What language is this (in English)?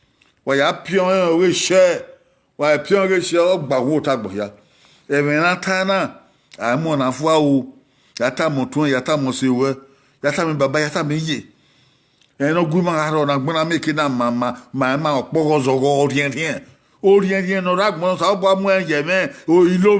Bini